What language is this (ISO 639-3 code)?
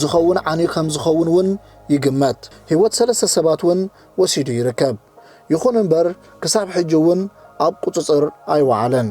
tir